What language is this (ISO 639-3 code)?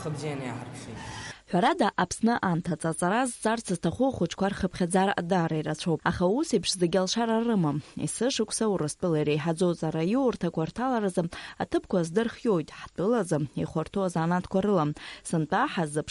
abk